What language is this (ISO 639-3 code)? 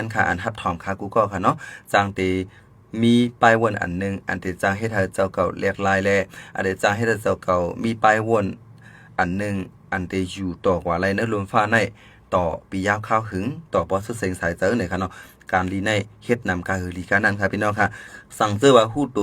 shn